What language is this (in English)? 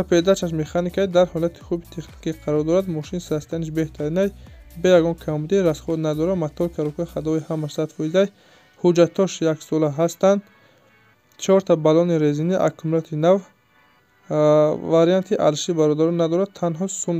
Tajik